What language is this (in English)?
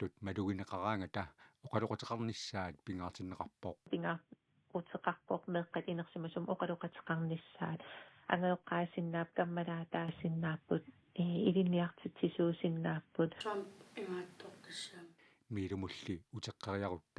Kalaallisut